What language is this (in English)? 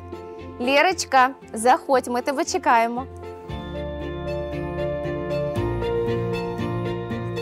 Ukrainian